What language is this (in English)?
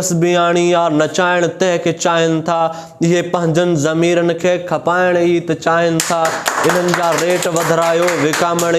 Sindhi